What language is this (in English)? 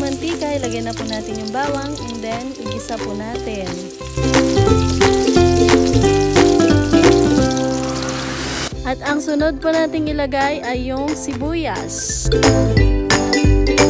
Filipino